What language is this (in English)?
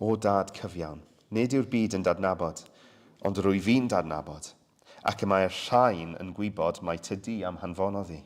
Welsh